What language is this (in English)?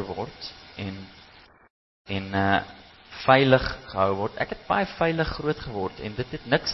Afrikaans